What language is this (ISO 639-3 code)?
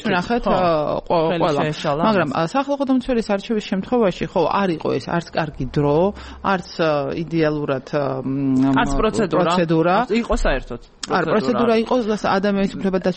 kat